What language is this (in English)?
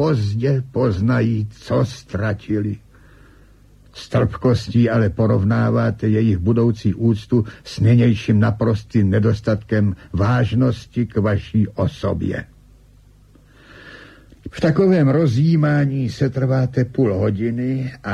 Czech